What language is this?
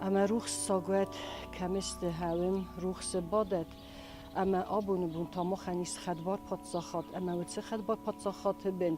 Ossetic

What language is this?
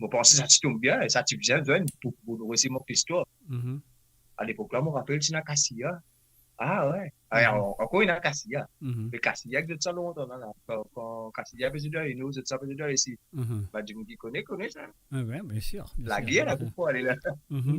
Morisyen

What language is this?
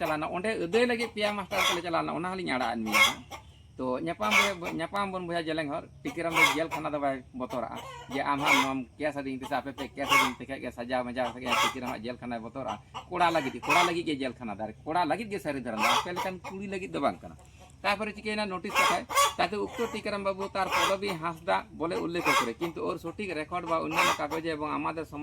Santali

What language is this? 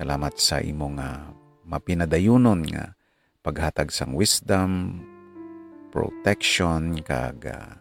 Hiligaynon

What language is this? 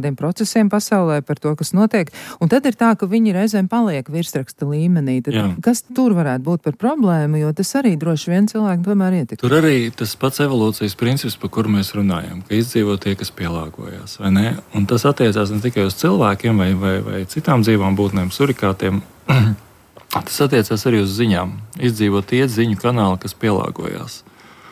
Latvian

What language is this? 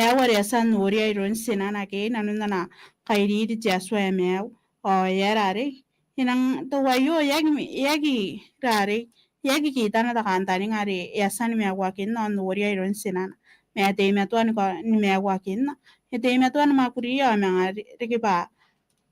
Gilbertese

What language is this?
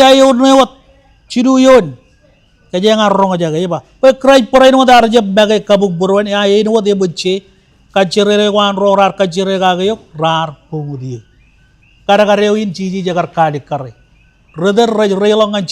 Marshallese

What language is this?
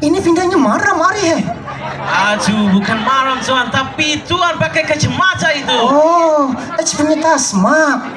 Banjar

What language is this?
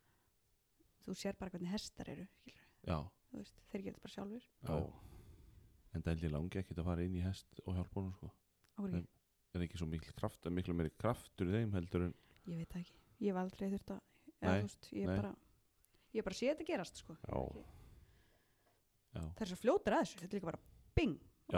Icelandic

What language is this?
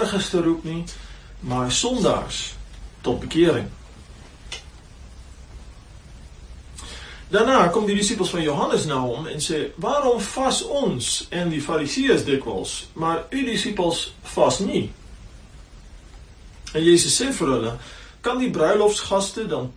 Afrikaans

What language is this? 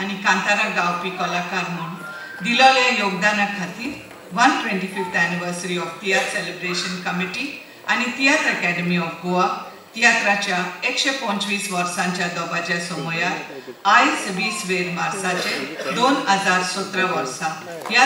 Konkani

